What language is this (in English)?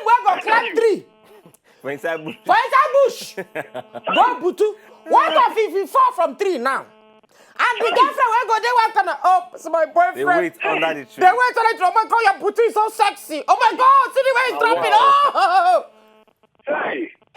Nigerian Pidgin